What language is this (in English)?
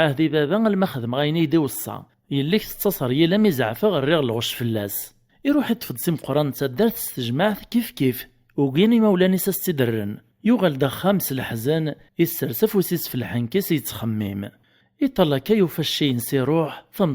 Kabyle